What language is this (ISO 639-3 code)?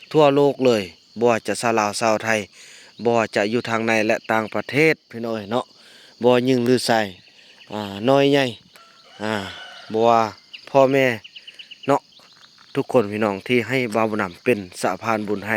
lao